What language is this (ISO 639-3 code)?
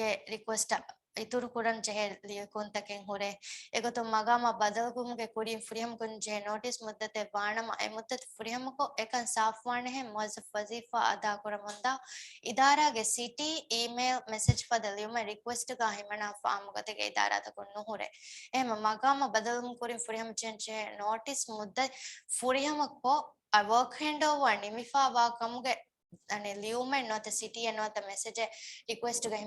div